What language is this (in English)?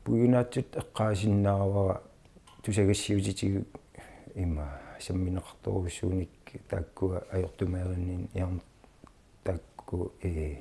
Kalaallisut